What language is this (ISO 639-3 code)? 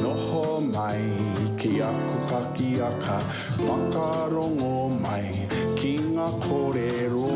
mri